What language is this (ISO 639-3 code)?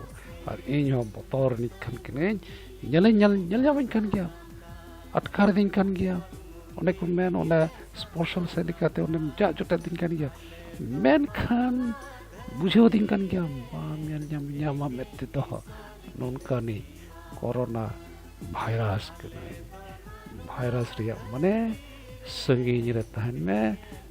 sat